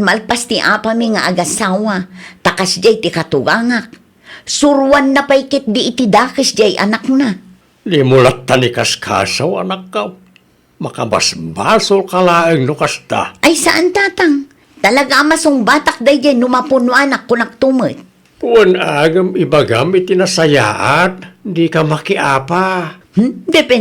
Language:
Iloko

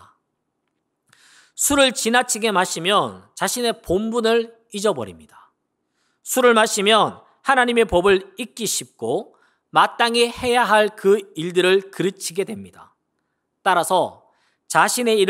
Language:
Korean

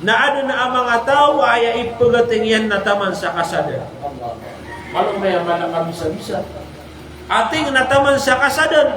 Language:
Maranao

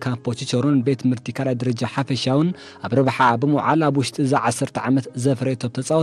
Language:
Tigrinya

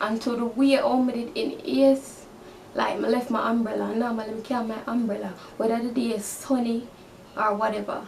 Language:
Jamaican Creole English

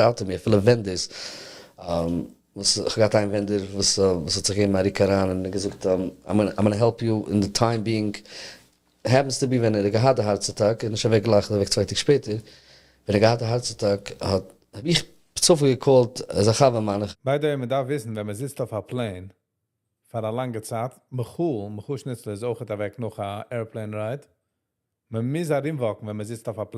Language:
Yiddish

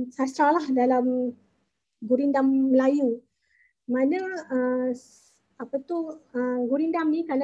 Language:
Malay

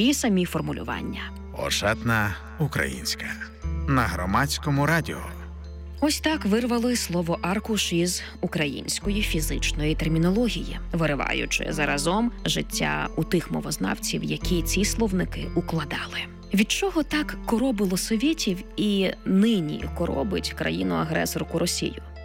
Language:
Ukrainian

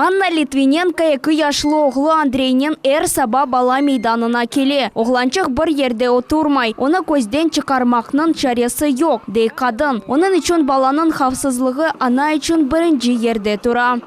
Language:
Crimean Tatar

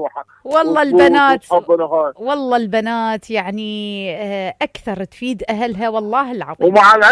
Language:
Mesopotamian Arabic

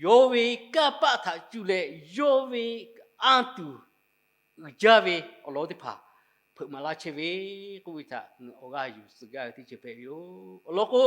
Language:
Lahu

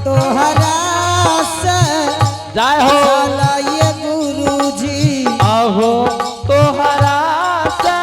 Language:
Angika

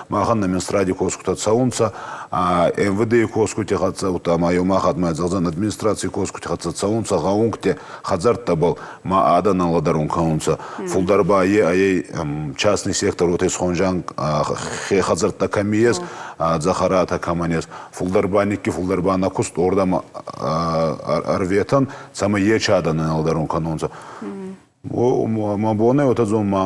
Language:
Ossetic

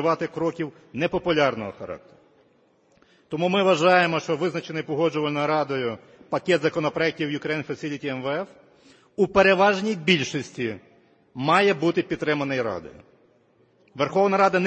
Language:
Ukrainian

